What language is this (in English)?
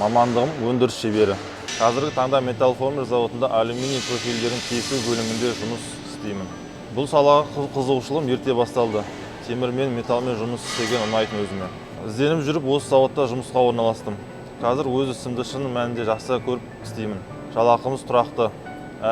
Kazakh